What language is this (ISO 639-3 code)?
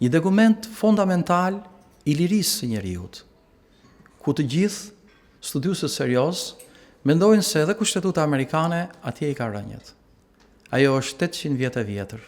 sqi